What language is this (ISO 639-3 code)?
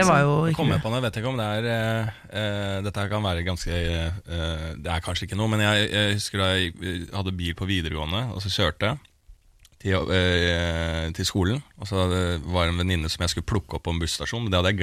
nor